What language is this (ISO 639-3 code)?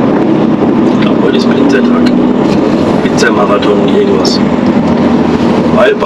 deu